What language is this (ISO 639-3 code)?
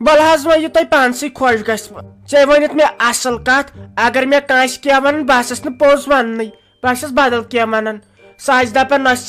kas